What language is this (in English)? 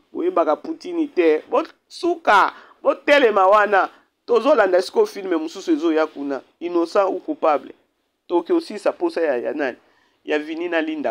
Lingala